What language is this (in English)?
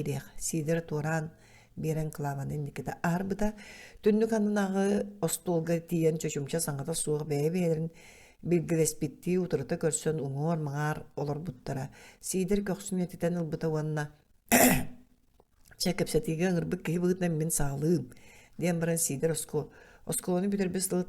Yakut